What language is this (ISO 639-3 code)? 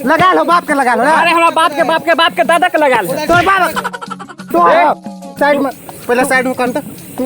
mai